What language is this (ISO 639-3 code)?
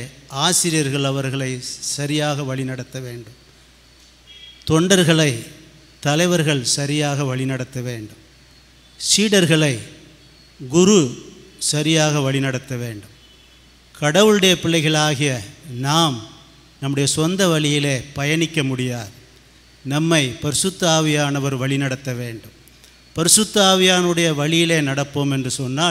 tam